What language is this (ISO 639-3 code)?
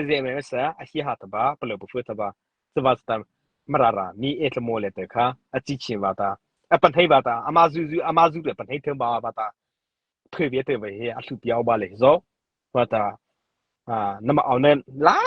mrh